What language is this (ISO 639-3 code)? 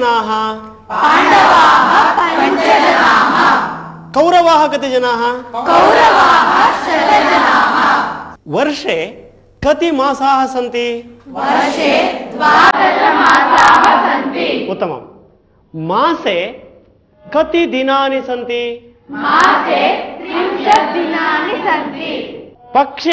san